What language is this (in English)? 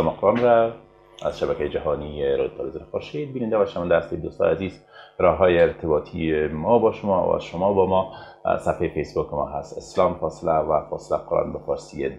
Persian